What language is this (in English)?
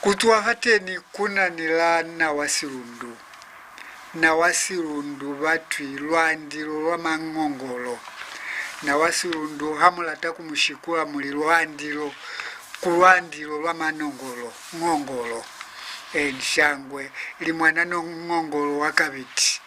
Lozi